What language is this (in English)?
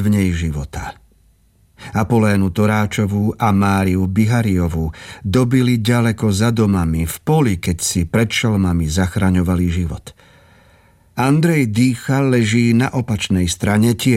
Slovak